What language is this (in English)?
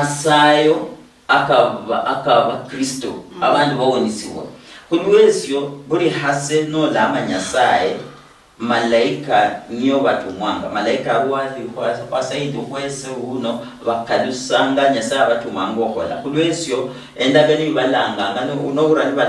Luyia